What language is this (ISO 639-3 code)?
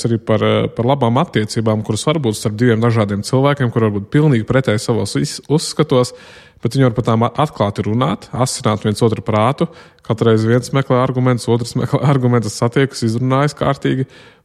lav